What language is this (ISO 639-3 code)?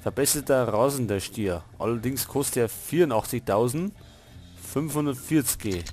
bar